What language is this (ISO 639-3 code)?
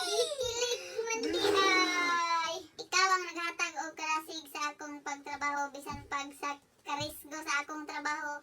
ceb